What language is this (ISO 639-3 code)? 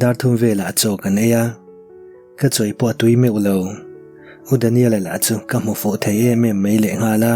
lus